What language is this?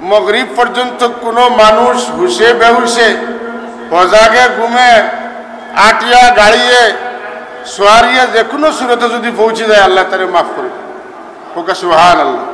Sylheti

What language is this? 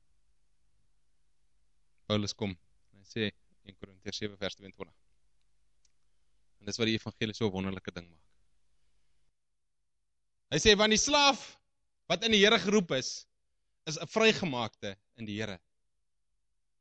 Afrikaans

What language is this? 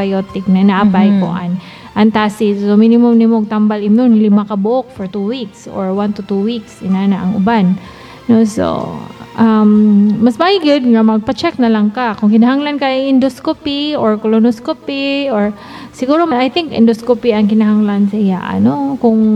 Cebuano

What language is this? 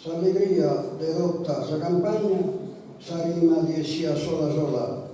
Sardinian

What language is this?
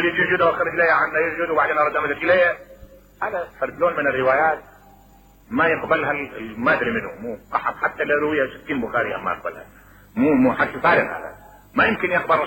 Mesopotamian Arabic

